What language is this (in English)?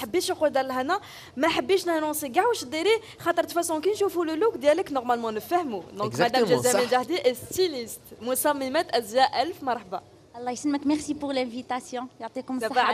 Algerian Arabic